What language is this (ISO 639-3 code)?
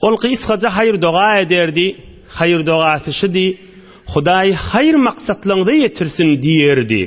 tuk